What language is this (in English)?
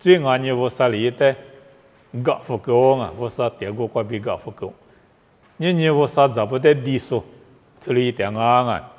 Lisu